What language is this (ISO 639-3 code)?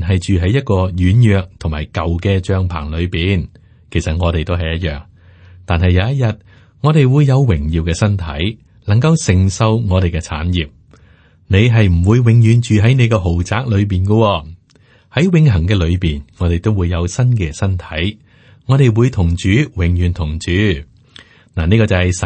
yue